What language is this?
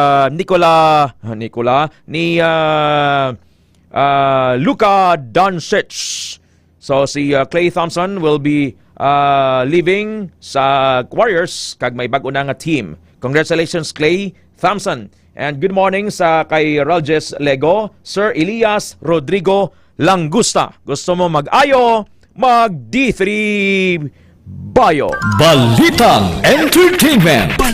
Hiligaynon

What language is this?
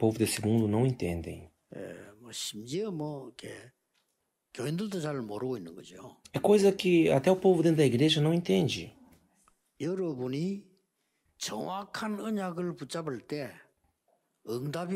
Korean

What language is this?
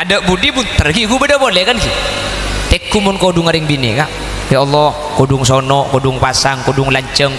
Madurese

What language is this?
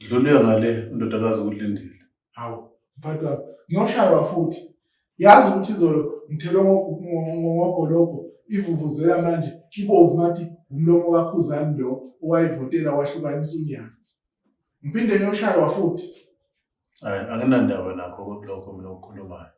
Zulu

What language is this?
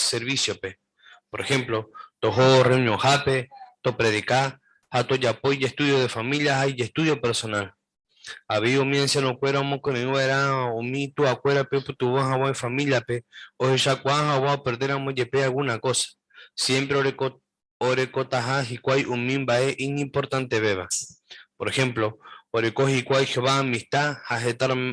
Guarani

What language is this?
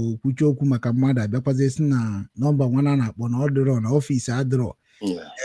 Igbo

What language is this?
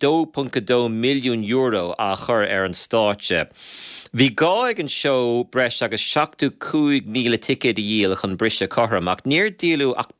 Irish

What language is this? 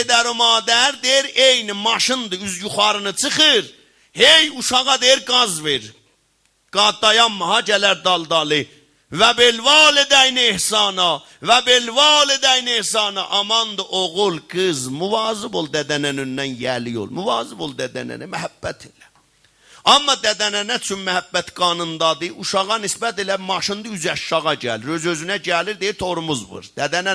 South Azerbaijani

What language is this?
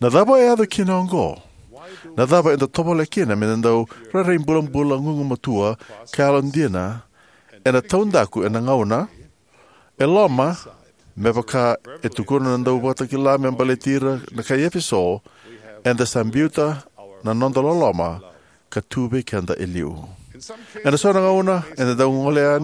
Fijian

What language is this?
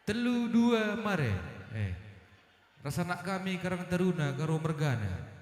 Batak Karo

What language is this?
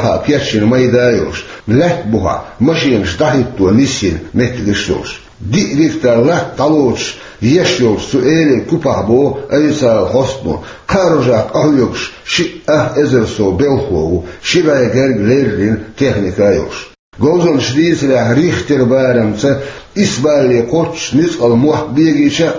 Chechen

